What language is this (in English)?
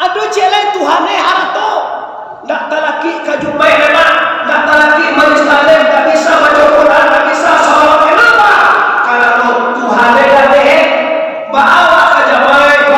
Minangkabau